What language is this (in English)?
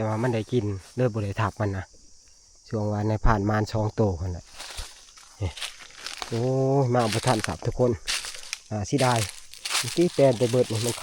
Northeastern Thai